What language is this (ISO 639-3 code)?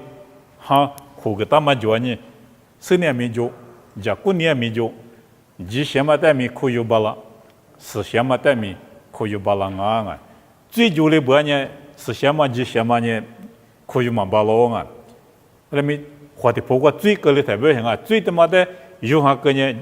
lis